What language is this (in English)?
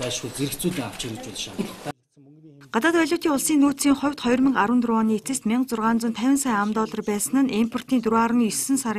Mongolian